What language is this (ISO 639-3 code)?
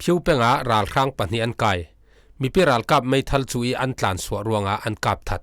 cfm